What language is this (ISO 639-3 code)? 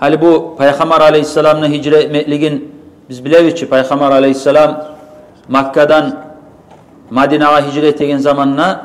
kum